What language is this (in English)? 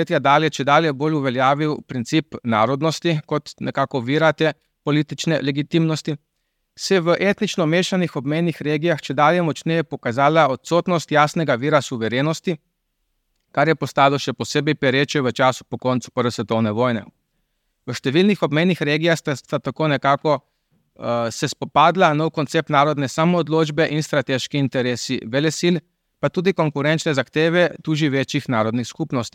Slovenian